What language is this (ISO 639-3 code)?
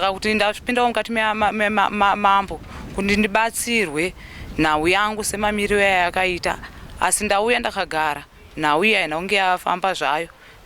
sna